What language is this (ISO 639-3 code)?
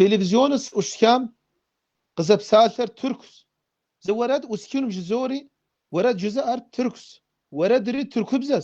kbd